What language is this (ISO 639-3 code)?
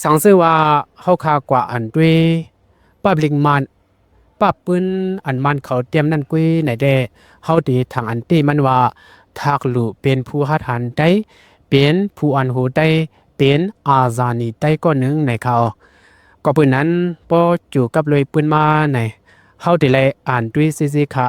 shn